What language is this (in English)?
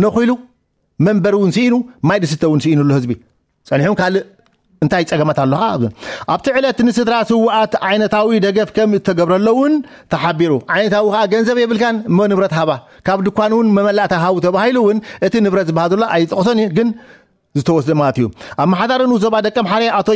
Tigrinya